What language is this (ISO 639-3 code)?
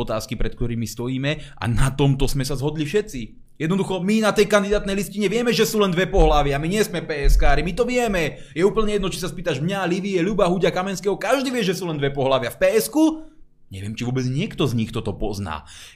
slk